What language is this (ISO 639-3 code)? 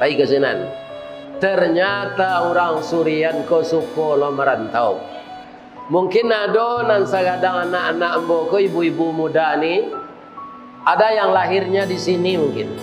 min